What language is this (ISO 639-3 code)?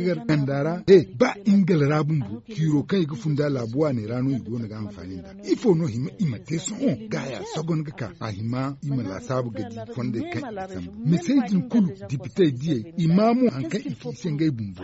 dje